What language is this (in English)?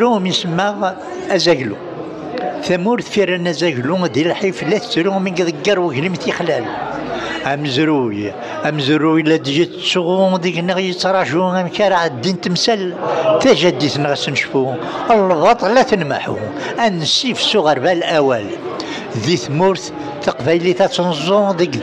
Kabyle